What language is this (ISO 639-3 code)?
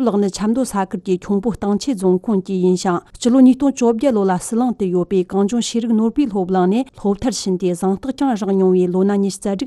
bod